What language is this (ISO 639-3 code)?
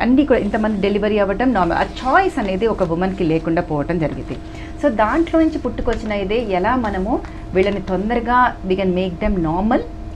tel